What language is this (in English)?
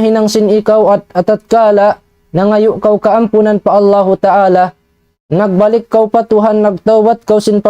Tausug